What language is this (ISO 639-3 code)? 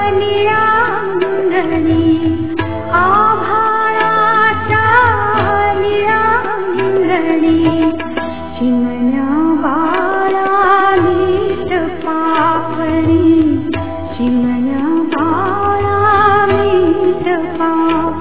mar